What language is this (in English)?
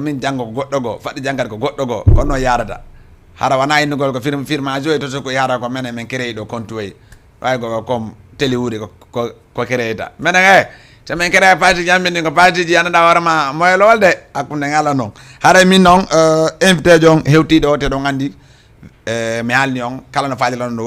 Fula